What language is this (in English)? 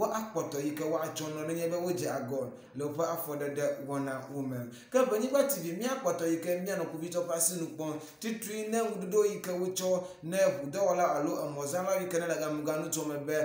Ewe